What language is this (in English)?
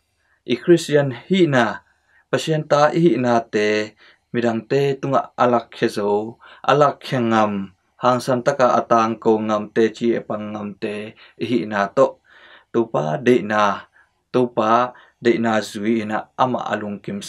Tedim Chin